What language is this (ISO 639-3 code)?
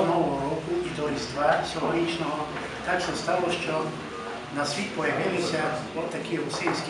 rue